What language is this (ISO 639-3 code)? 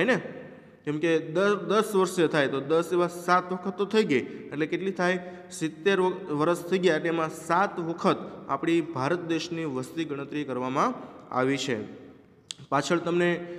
guj